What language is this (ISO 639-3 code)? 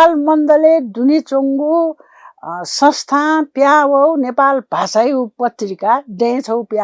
new